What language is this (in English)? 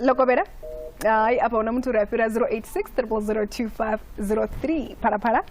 Venda